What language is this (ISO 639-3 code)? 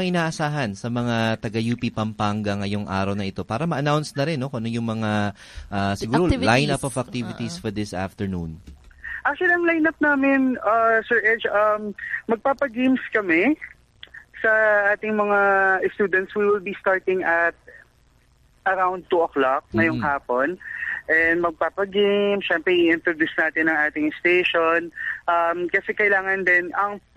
fil